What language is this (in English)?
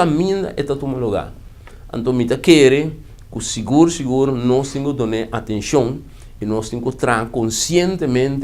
Papiamento